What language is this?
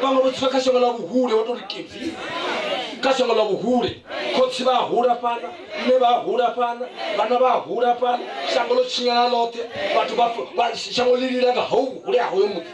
Venda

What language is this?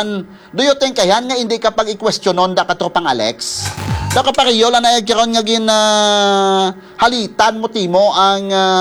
Hiligaynon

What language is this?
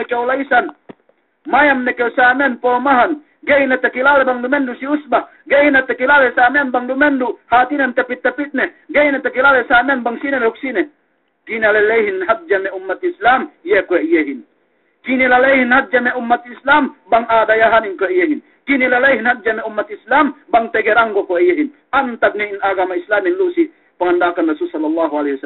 Yakan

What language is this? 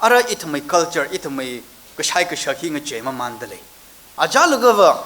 Tangkhul Naga (India)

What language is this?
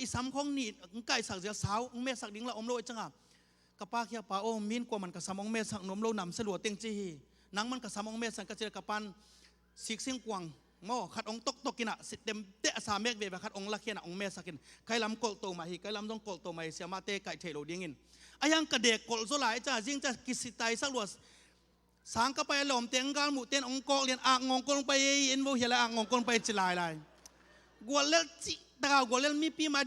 Tedim Chin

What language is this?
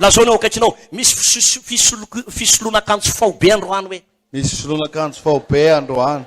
Malagasy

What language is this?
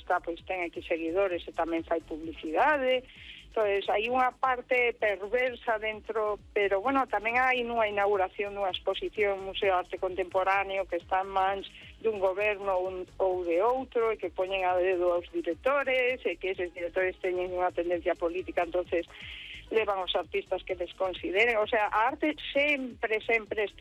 Galician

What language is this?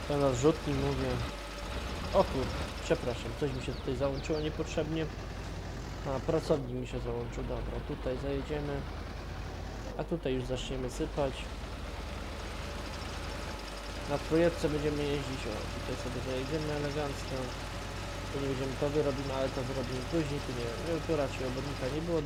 Polish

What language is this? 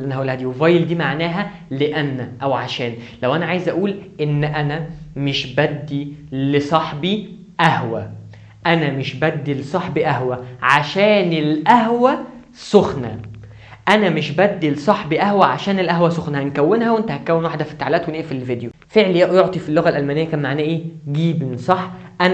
Egyptian Arabic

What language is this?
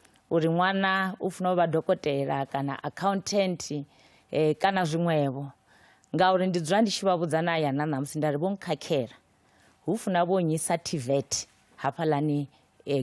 Venda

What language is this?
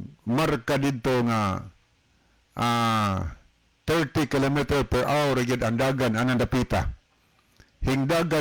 Cebuano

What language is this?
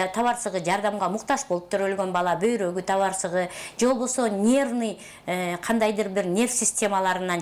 Kyrgyz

